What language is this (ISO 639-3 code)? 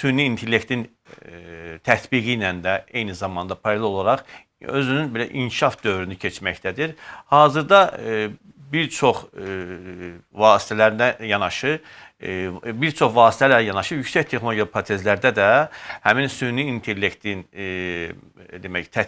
aze